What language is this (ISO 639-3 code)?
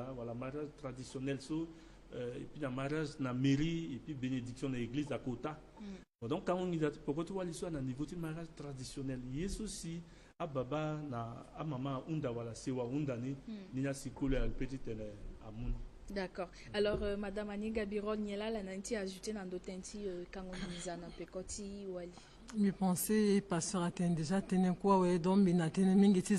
sag